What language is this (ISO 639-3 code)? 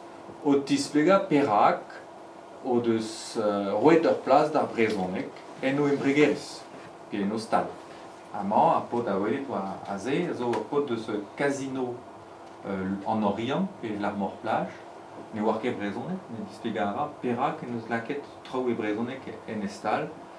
bre